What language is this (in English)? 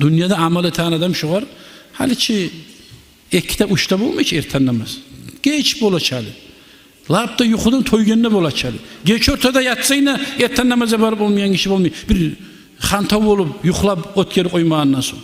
Kumyk